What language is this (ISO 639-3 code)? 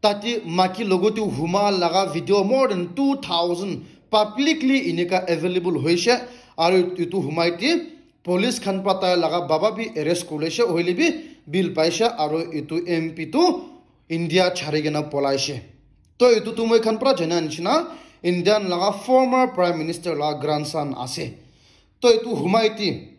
nag